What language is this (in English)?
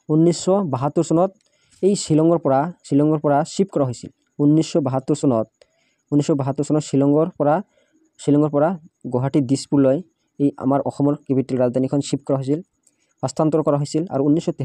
Assamese